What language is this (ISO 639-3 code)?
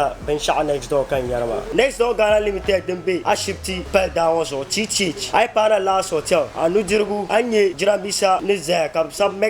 dag